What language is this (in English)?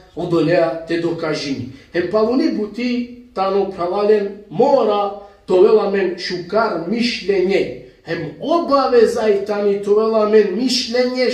Balkan Romani